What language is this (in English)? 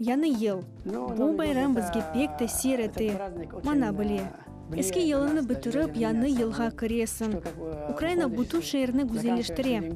Crimean Tatar